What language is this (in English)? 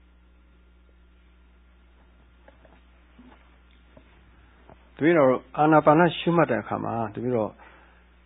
Burmese